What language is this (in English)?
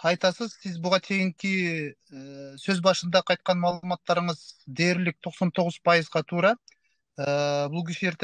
Kyrgyz